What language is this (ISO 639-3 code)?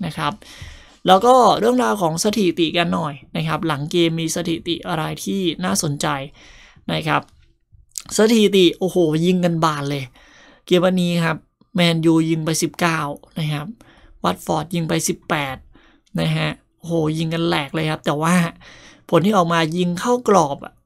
tha